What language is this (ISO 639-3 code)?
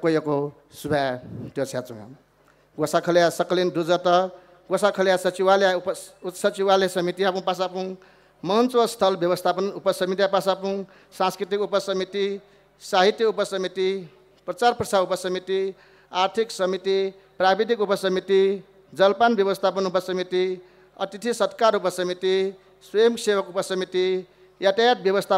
new